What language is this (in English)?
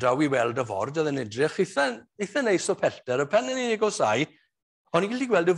Welsh